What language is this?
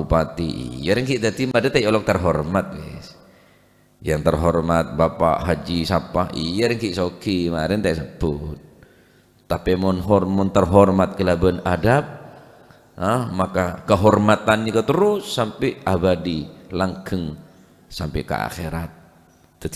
Madurese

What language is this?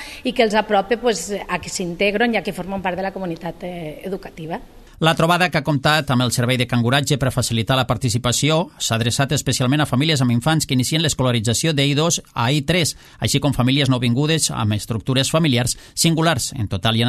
Catalan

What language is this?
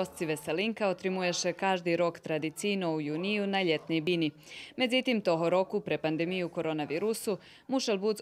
Rusyn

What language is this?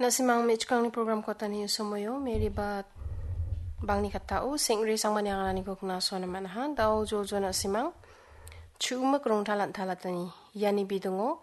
Garo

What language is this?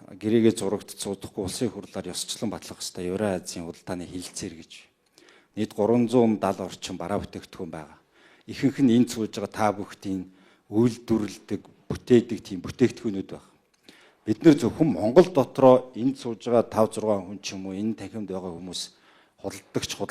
Mongolian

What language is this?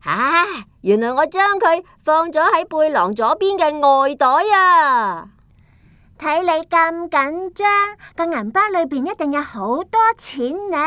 Cantonese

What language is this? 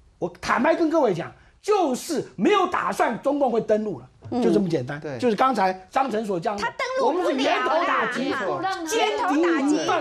Chinese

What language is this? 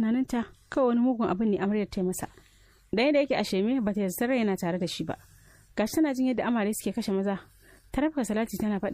Hausa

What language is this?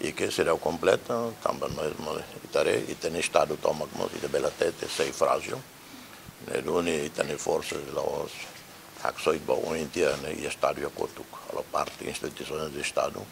Tetum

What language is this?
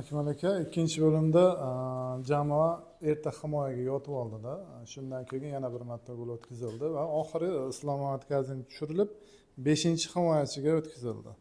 Uzbek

